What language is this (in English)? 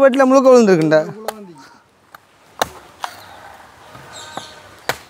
Tamil